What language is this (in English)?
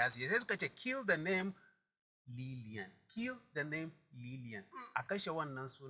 Hausa